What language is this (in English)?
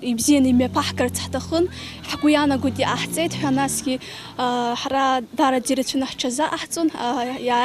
Abkhazian